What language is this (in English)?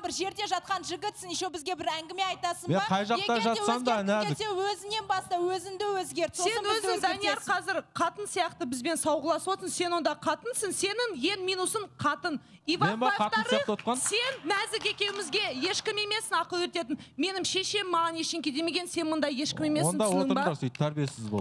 Kazakh